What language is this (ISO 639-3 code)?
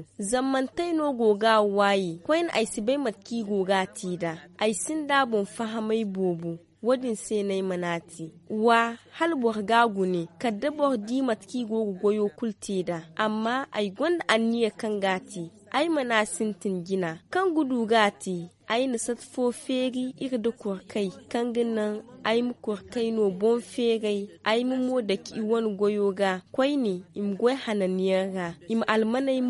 dje